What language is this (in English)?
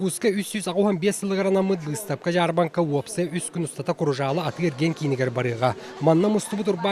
Yakut